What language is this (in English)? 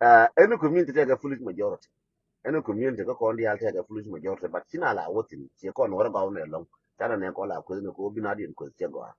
Nuer